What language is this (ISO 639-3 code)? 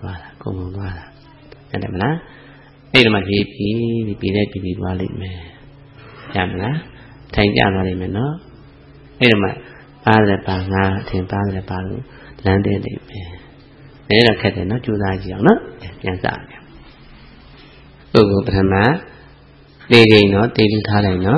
mya